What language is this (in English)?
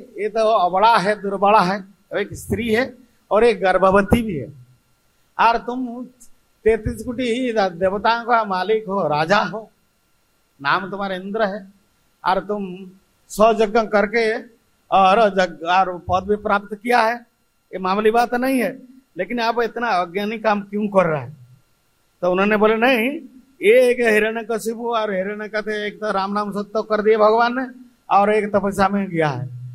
Hindi